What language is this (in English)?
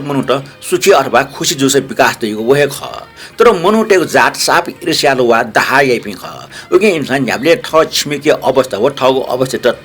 Newari